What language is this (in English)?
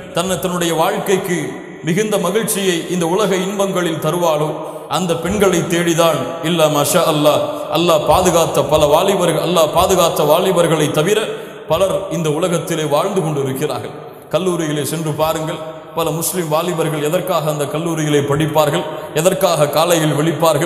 Tamil